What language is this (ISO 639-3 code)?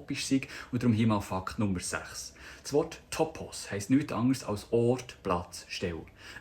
gsw